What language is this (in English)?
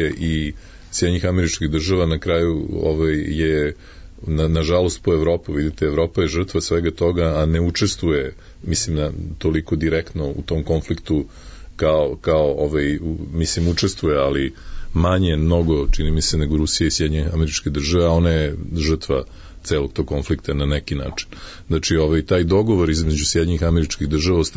Serbian